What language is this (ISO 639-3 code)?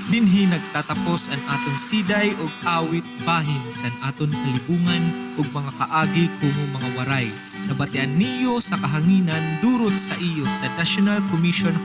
war